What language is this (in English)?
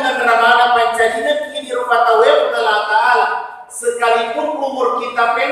Buginese